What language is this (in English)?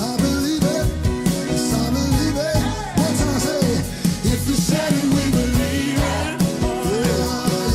Morisyen